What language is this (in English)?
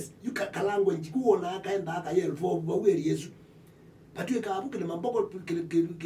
Kamba